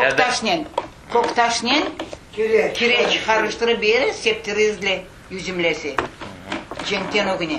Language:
Crimean Tatar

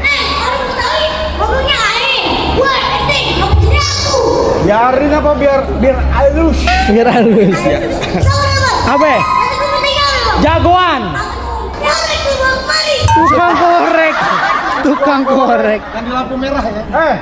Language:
Betawi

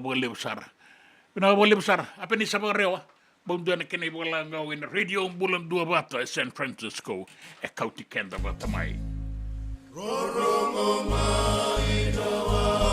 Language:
Fijian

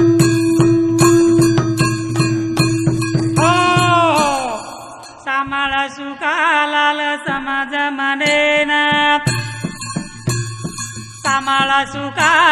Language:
Lambadi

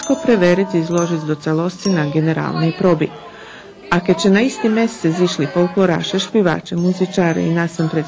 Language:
Rusyn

